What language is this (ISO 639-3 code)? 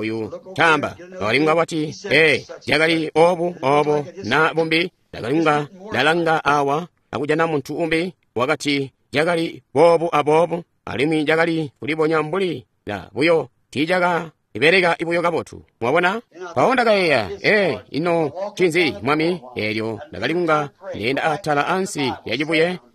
toi